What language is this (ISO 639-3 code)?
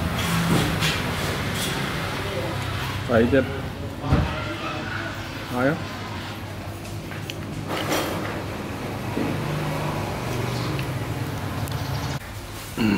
vie